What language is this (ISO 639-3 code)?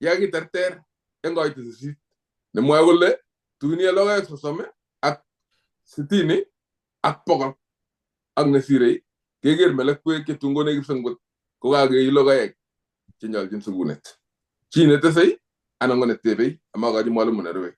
kln